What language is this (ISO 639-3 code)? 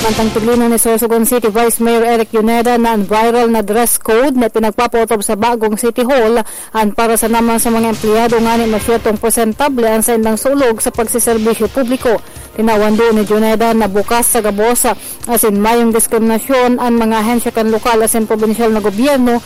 bik